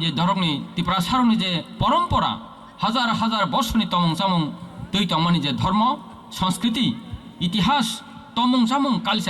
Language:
Kok Borok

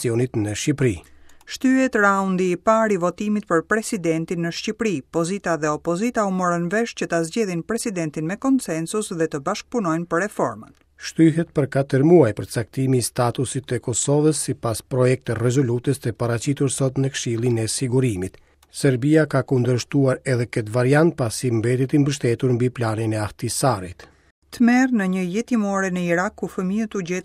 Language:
Albanian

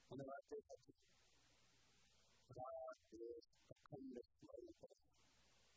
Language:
Gujarati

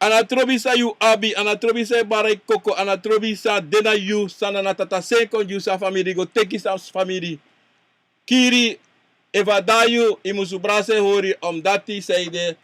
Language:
Sranan Tongo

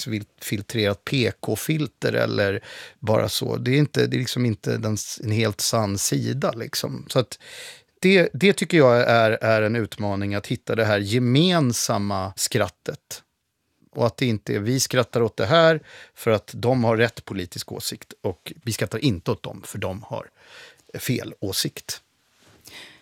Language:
Swedish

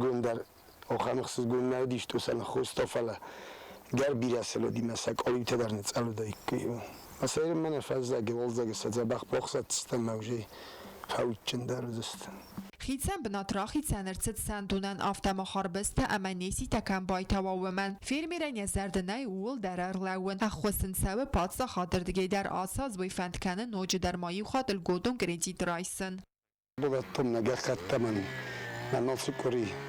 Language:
Ossetic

